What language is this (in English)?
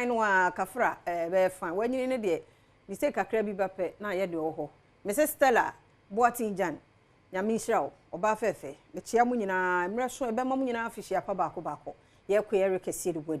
Akan